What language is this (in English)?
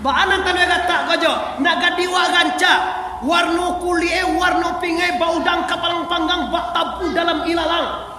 Minangkabau